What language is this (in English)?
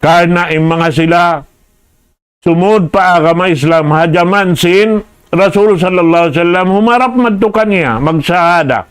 Tausug